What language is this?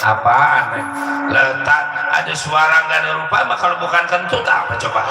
Betawi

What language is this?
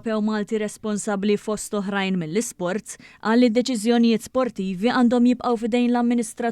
Maltese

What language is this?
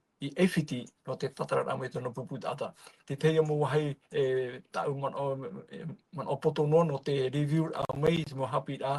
Tahitian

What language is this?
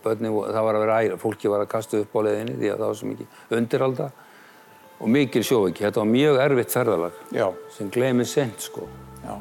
Icelandic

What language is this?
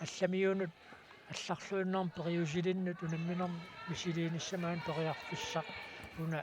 Kalaallisut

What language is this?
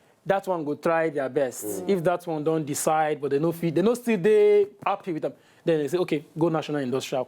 Nigerian Pidgin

